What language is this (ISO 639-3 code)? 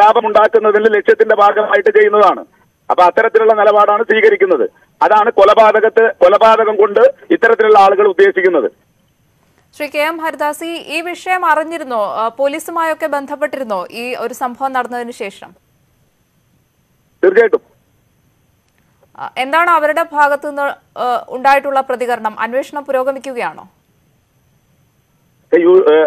mal